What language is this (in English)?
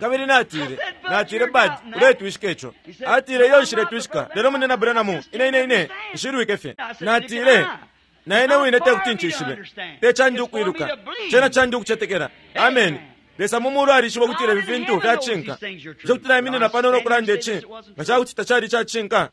Bemba